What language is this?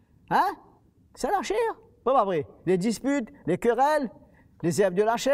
Morisyen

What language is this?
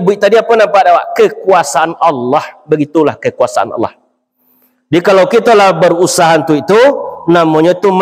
Minangkabau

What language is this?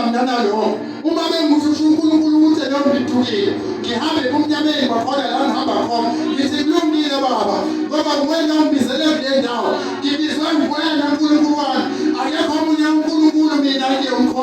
Zulu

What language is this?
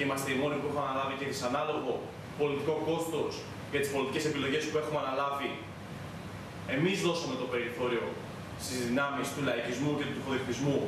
Greek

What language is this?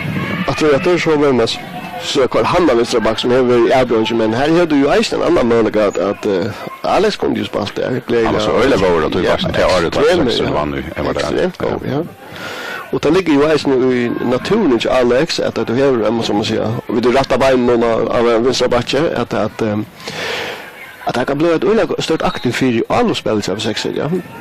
Faroese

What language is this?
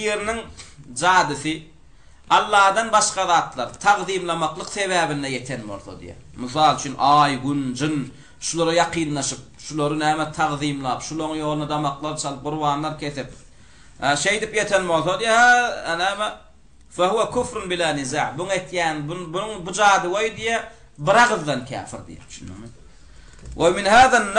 Turkmen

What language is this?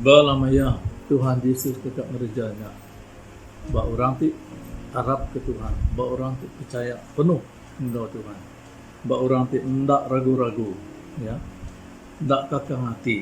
Iban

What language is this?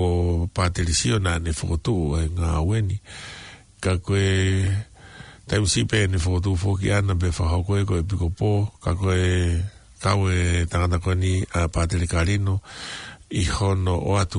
Tongan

